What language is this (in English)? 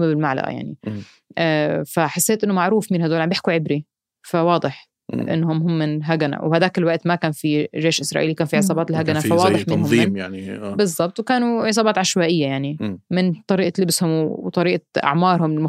North Levantine Arabic